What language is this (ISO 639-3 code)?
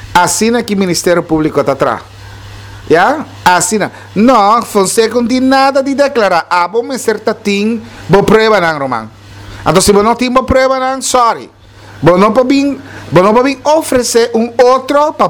pap